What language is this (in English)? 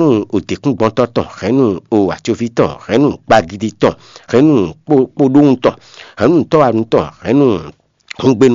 Fon